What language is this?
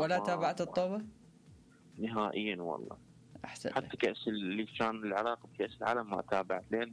Mesopotamian Arabic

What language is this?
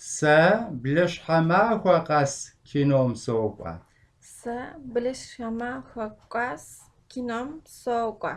Kabardian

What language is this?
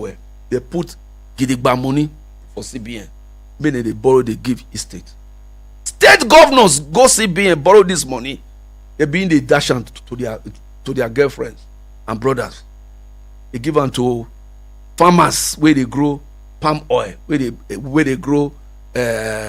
Nigerian Pidgin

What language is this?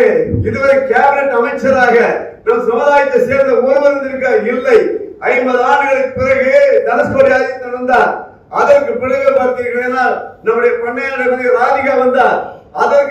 Tamil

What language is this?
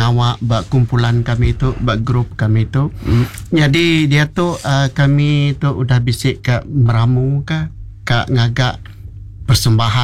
Iban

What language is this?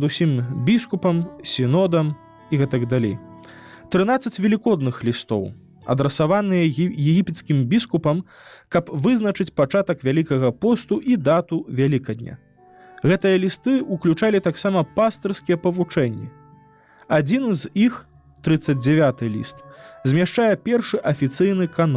Belarusian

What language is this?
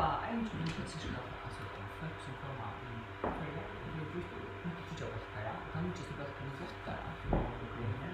Faroese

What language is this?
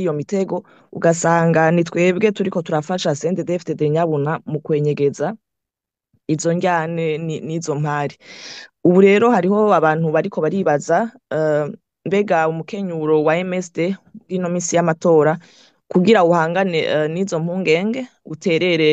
Rundi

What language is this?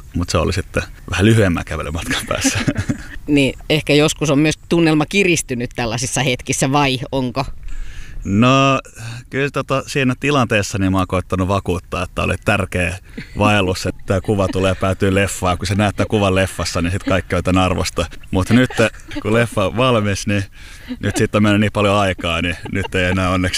Finnish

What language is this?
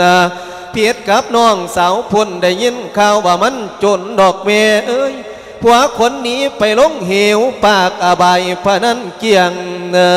Lao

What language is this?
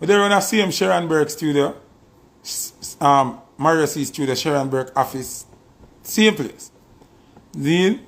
Jamaican Creole English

